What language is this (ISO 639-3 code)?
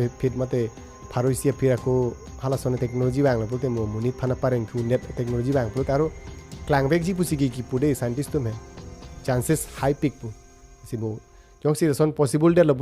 mjw